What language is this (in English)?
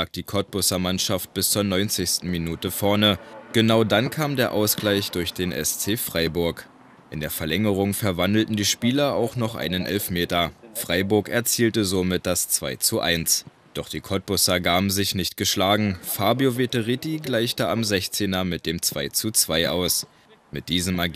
German